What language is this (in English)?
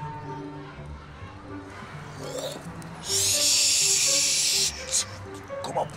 Dutch